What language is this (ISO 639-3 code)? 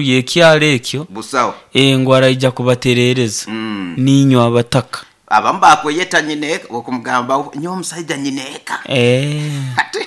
nyo